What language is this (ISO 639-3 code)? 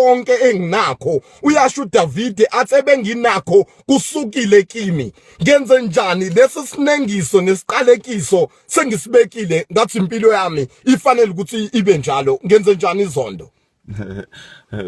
zul